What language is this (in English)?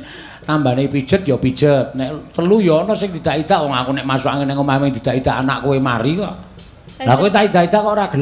Javanese